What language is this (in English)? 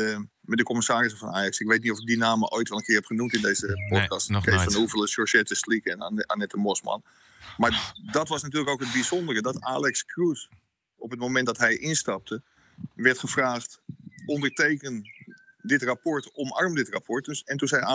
Dutch